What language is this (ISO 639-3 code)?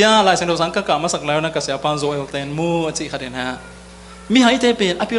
ctd